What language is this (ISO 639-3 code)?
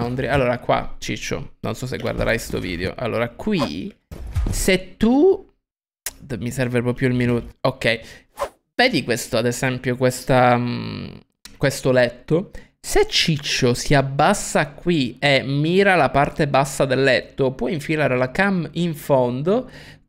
ita